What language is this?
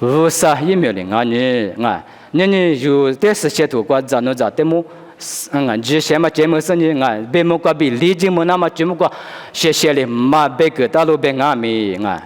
Lisu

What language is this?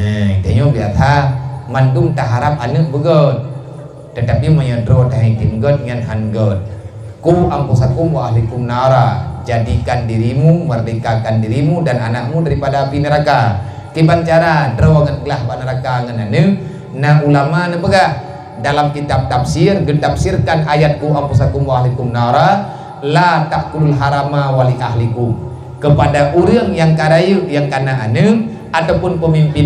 Achinese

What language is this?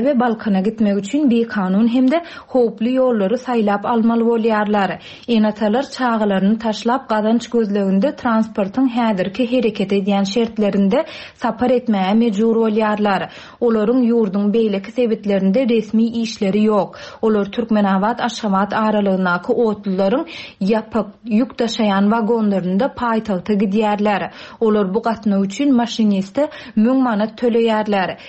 Turkmen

